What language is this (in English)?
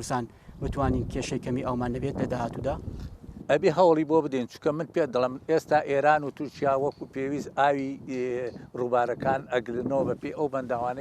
Central Kurdish